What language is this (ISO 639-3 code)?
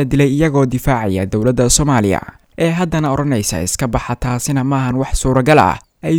som